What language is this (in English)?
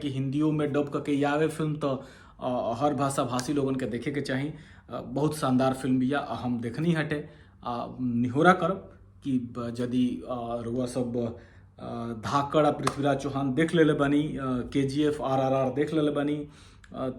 Bhojpuri